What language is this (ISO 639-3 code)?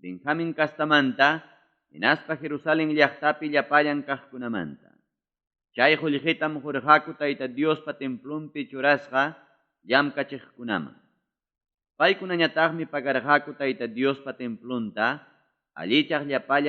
quy